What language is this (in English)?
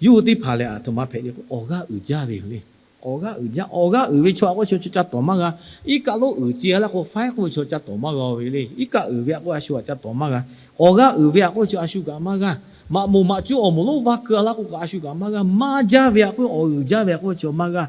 Lahu